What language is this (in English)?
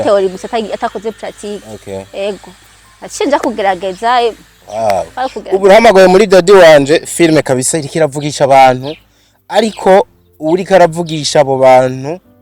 Rundi